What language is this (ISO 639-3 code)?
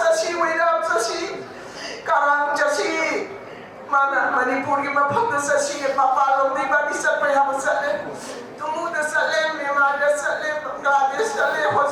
mni